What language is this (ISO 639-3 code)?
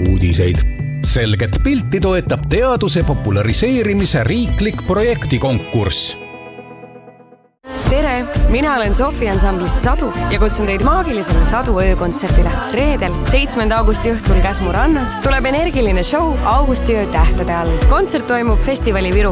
est